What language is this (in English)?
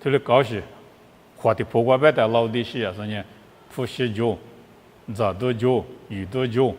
Lisu